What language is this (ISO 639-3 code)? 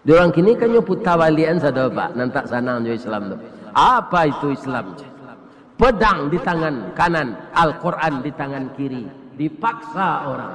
min